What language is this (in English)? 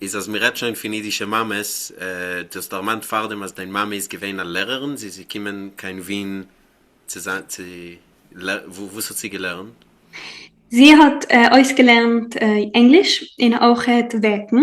Yiddish